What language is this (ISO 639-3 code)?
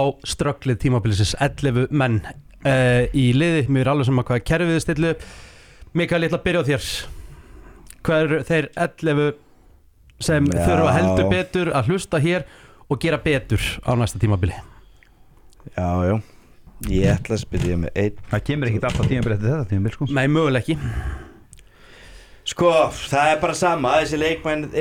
isl